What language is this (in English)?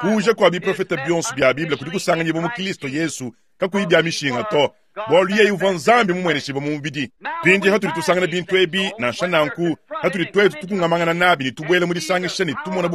Luba-Lulua